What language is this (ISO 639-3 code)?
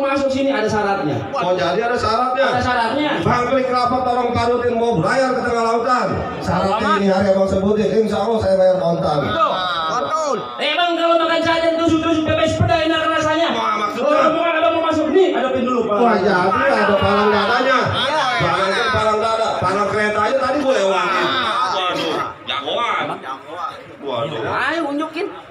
bew